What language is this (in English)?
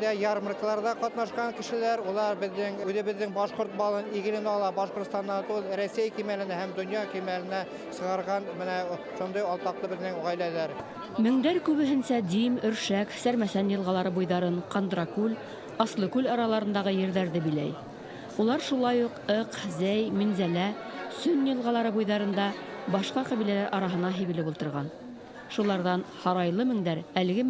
Bashkir